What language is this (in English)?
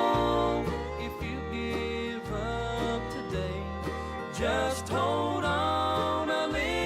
Gilbertese